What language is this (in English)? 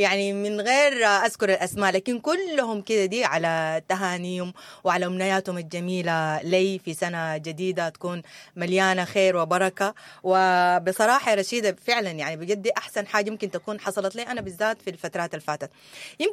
Sudanese Arabic